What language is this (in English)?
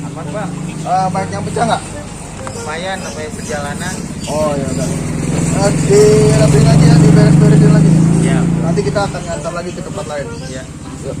Betawi